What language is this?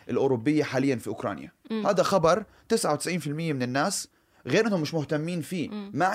North Levantine Arabic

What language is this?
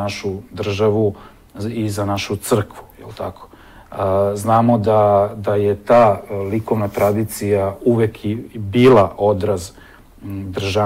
Serbian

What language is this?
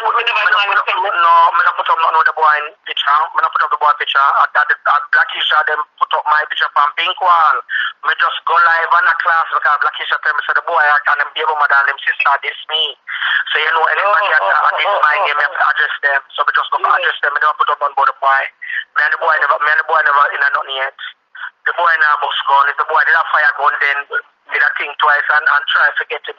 Jamaican Creole English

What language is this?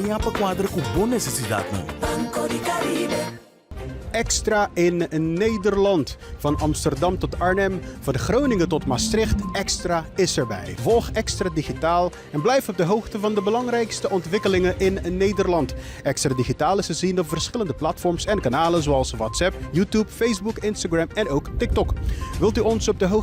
Papiamento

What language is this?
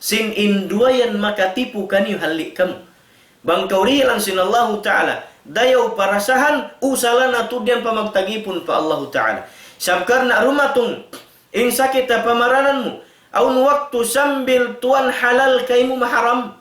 Tausug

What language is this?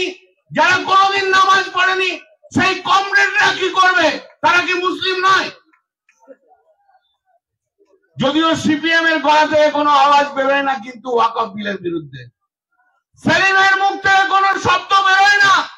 Bangla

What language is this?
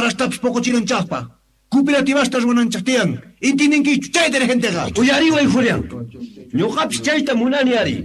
Quechua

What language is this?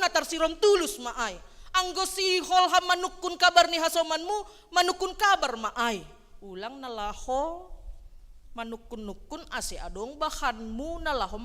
Batak Simalungun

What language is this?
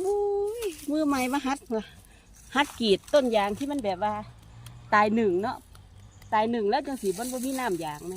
Northeastern Thai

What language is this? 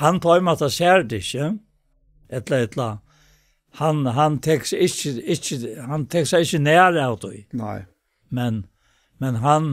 Faroese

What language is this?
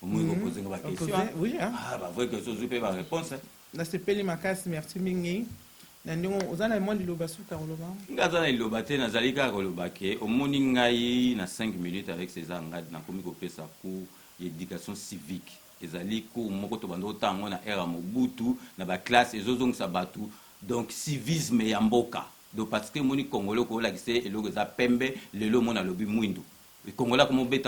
Lingala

